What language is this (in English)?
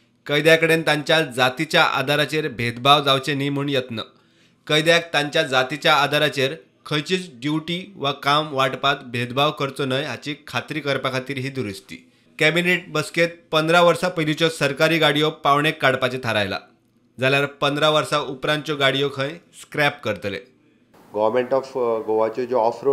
Konkani